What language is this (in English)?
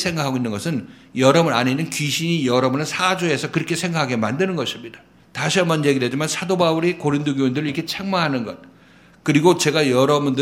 Korean